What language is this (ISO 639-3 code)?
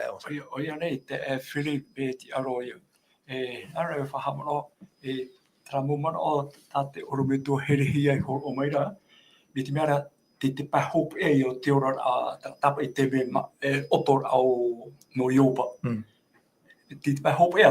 tah